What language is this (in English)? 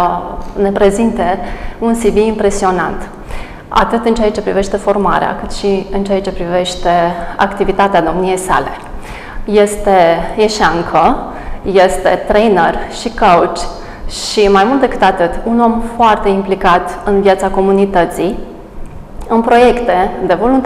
Romanian